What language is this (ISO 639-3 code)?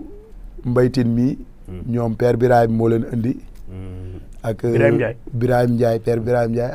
wol